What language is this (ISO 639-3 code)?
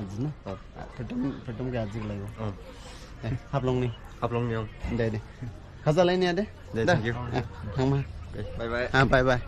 dis